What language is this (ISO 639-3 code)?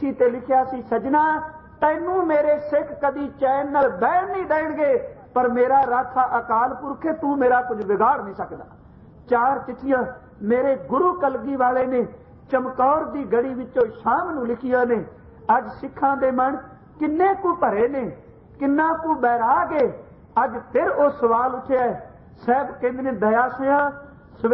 pan